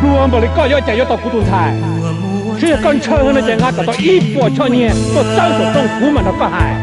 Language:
Hmong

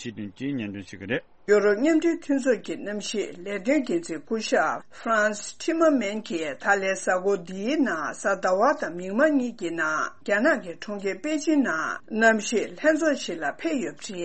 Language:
Tibetan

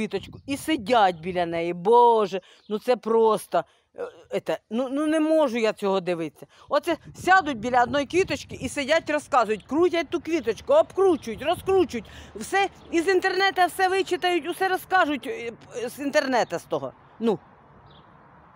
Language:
Ukrainian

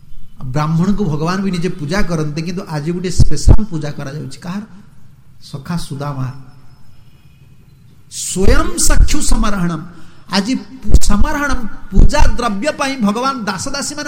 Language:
Odia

